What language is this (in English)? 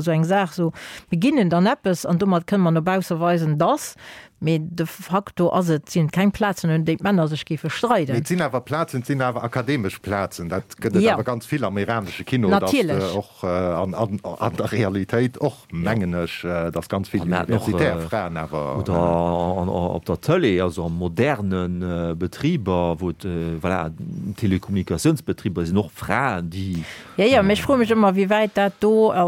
Luxembourgish